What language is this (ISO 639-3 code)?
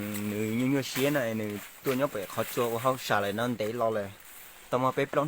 hmn